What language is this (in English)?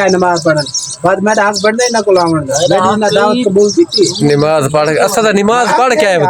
Saraiki